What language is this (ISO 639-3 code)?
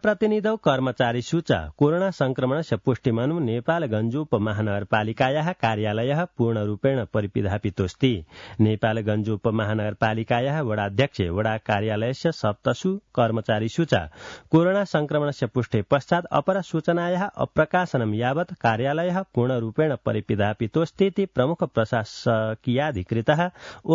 san